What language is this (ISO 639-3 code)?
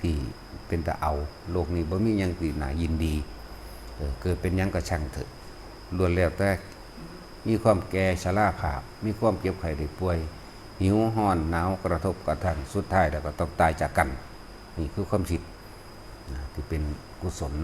lao